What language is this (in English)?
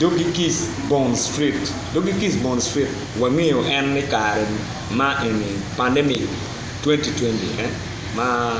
Acoli